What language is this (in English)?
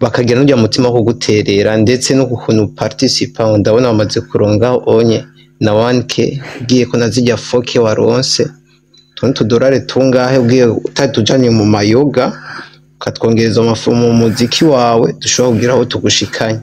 Rundi